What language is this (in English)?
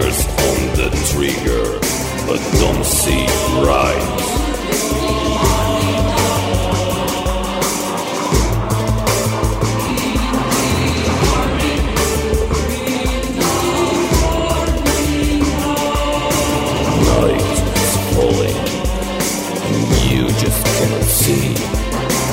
Estonian